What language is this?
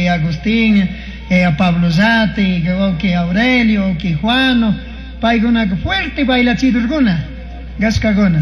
Chimborazo Highland Quichua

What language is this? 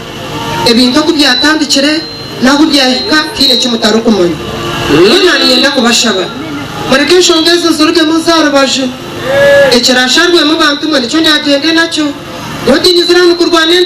Nyankole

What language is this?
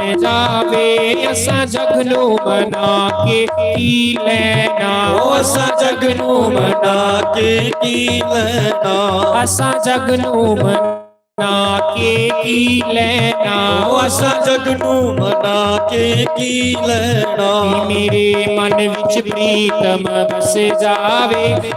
Dogri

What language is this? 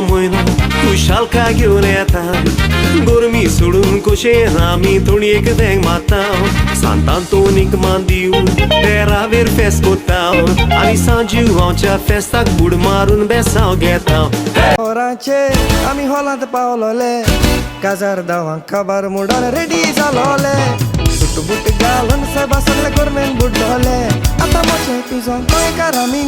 Konkani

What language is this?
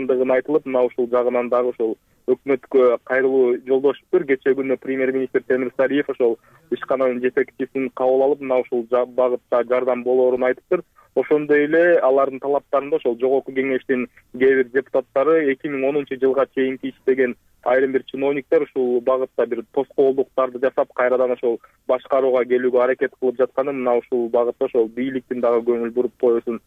Kyrgyz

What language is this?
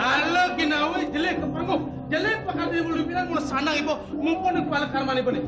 Balinese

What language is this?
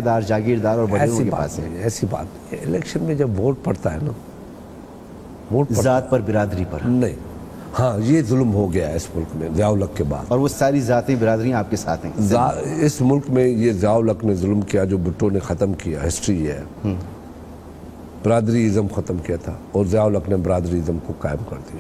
Urdu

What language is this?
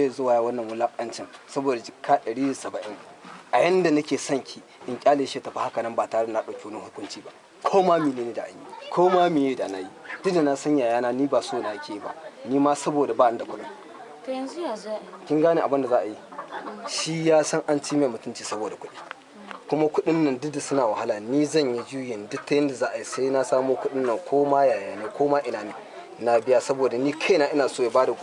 Hausa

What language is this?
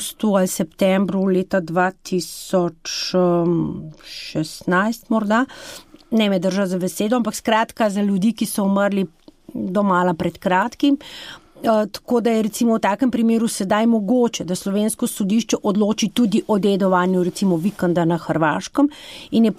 Slovenian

